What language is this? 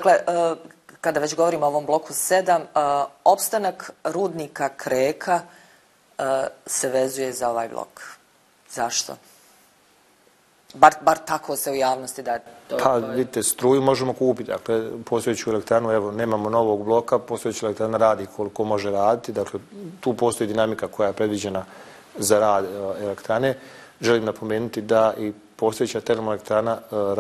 Bosnian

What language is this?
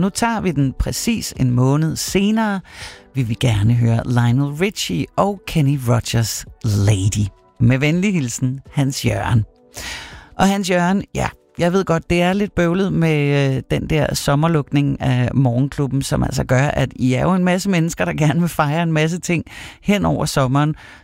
Danish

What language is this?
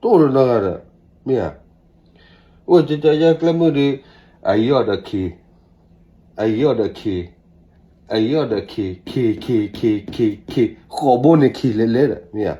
S'gaw Karen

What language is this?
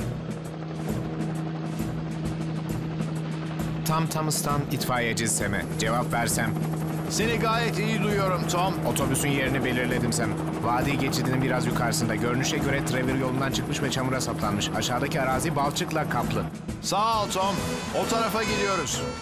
Turkish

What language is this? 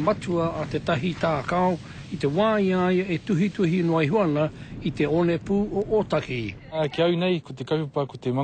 Māori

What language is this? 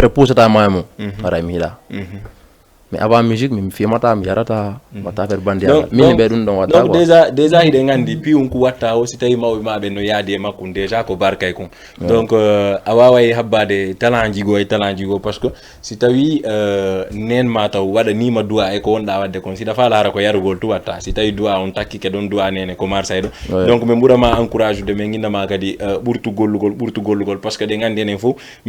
Fula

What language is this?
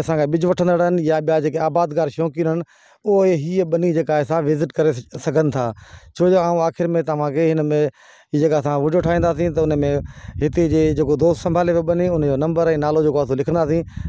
Sindhi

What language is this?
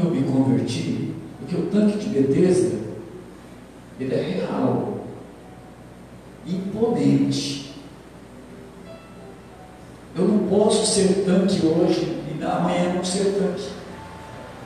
Portuguese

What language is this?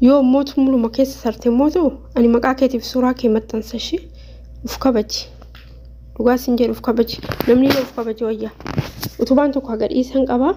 Oromo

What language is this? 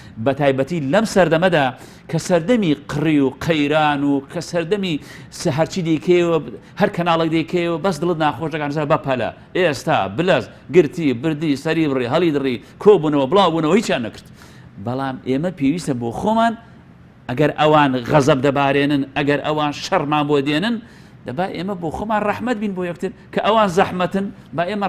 Central Kurdish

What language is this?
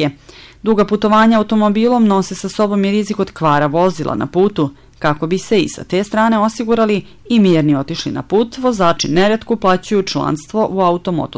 Serbian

